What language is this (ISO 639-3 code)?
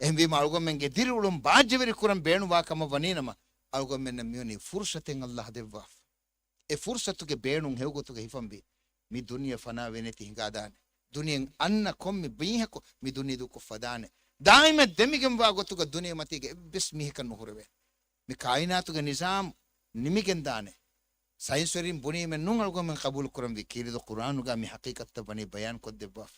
div